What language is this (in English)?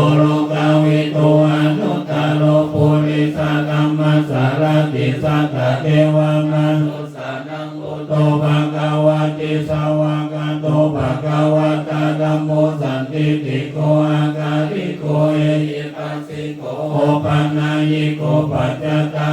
Pali